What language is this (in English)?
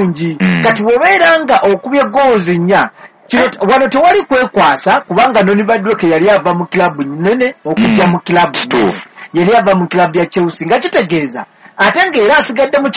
Ganda